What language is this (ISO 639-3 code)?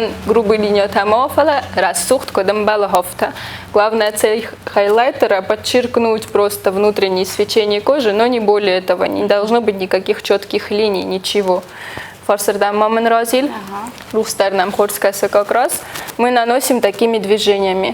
oss